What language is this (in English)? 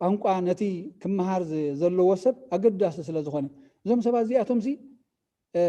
Tigrinya